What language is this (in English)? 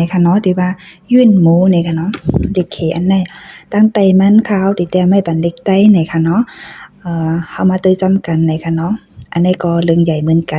Shan